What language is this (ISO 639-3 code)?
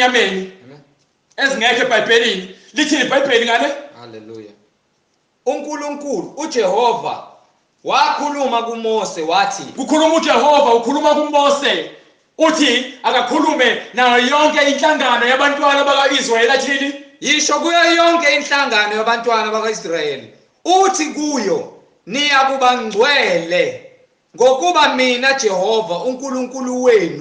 zul